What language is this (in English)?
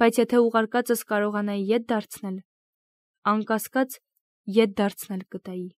Armenian